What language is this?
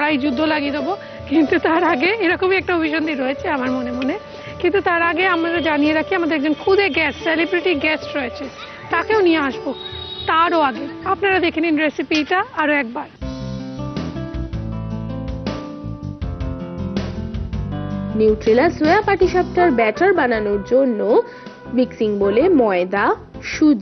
Bangla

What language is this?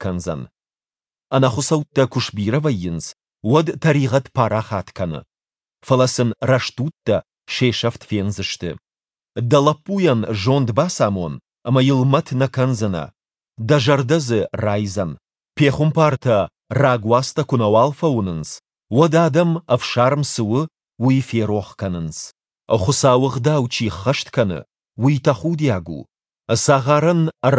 Ossetic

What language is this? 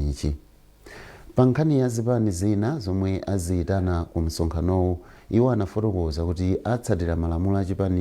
Nyanja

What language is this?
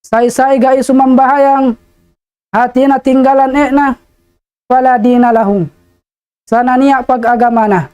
Tausug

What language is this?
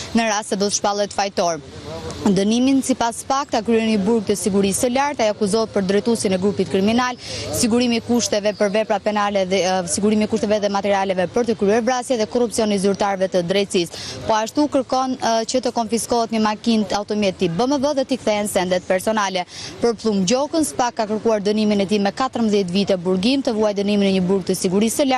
Albanian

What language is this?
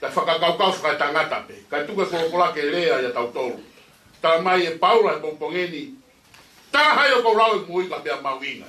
Tongan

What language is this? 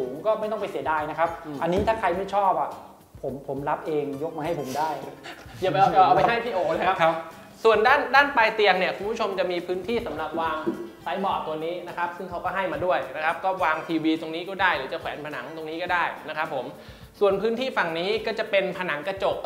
Thai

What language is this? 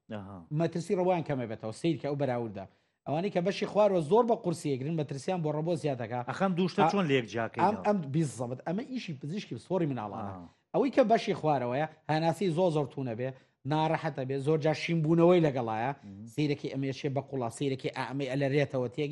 Central Kurdish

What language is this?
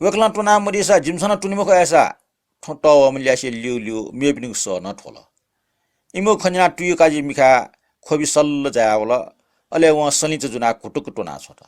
Newari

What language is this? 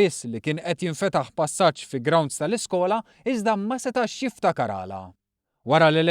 Maltese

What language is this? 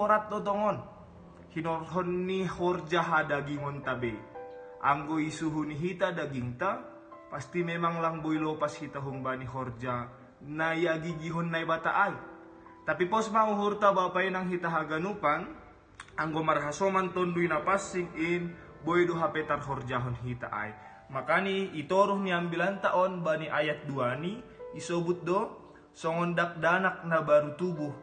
Batak Simalungun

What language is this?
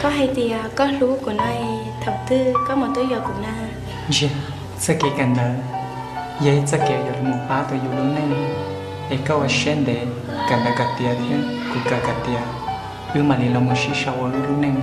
Hmong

